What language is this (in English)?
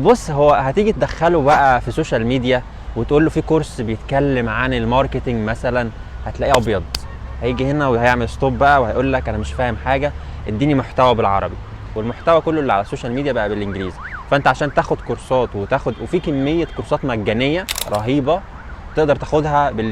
Egyptian Arabic